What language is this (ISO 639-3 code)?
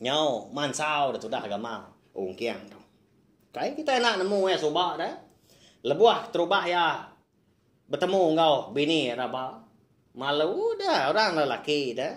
iba